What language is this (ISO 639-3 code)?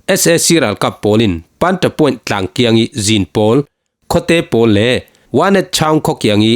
cfm